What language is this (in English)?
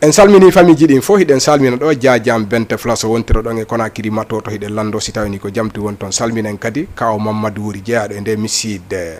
Fula